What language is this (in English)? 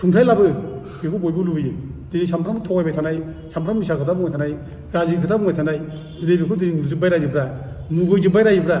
Bodo